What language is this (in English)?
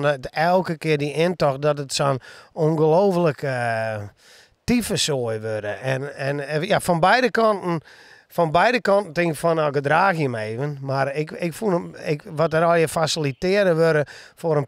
Western Frisian